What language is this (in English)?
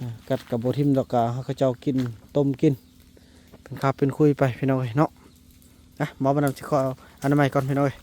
Northeastern Thai